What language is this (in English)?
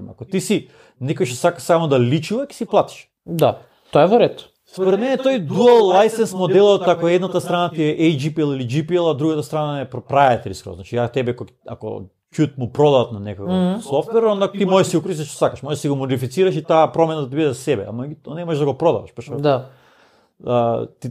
Macedonian